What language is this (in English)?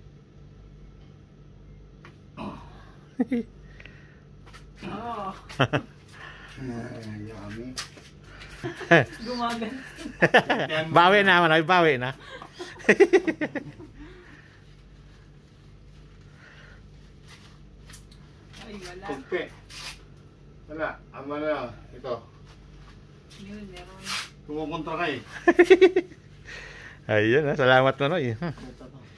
Filipino